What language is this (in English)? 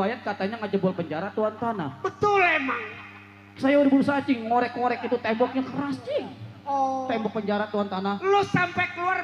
Betawi